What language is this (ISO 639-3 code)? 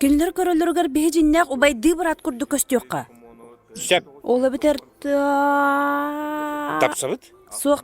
sah